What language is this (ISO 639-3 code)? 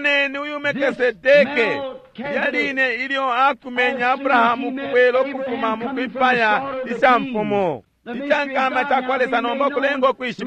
bem